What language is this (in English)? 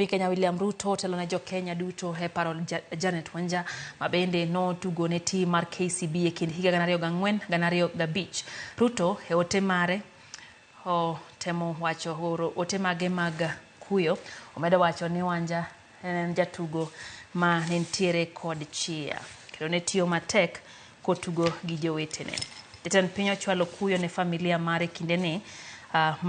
Luo (Kenya and Tanzania)